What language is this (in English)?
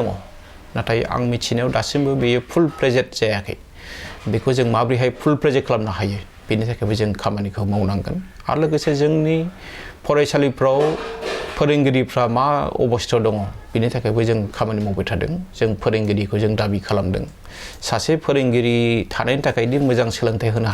Bodo